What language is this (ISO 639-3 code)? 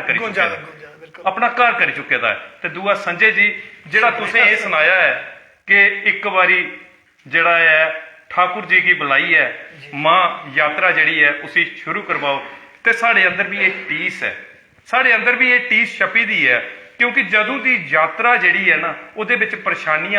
doi